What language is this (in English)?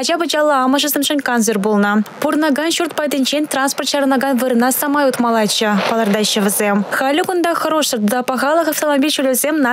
Chuvash